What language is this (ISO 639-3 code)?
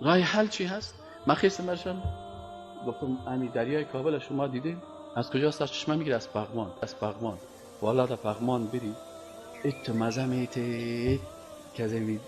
fas